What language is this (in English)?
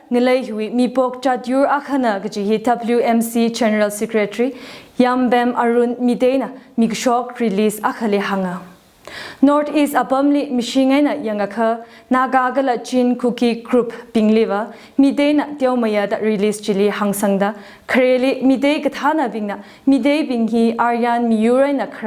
Tangkhul Naga (India)